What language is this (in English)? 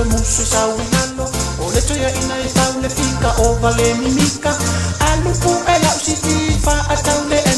Samoan